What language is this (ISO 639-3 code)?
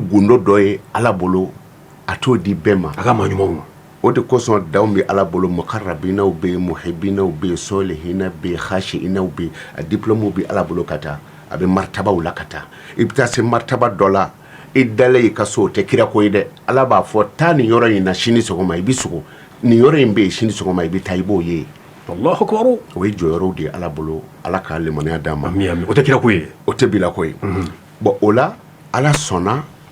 bam